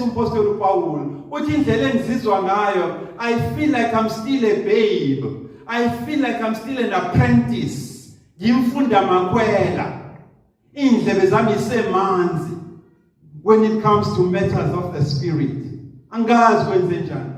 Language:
Zulu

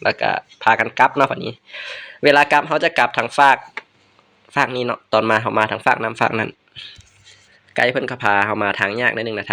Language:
Lao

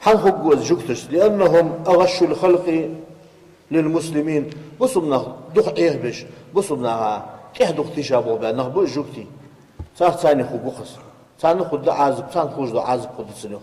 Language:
Ingush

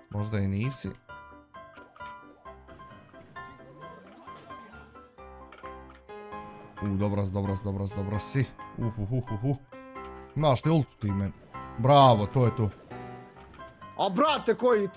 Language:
Bosnian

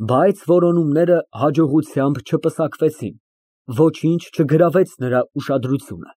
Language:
Armenian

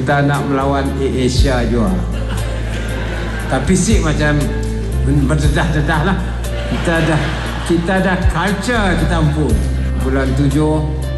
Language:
Malay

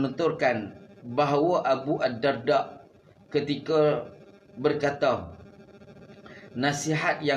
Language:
Malay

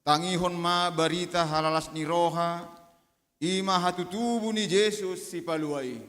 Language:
Batak Toba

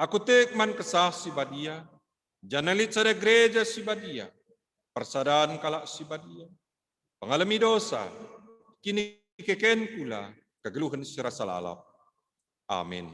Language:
Batak Karo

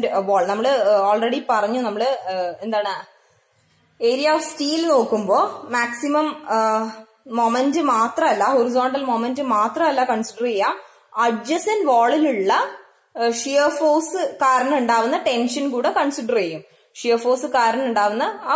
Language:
Malayalam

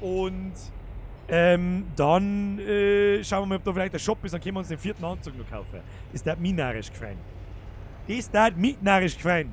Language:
Bavarian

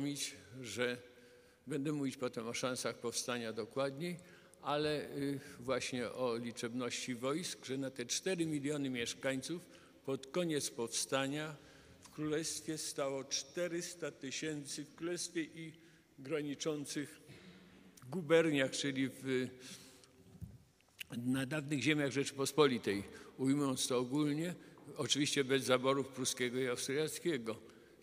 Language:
Polish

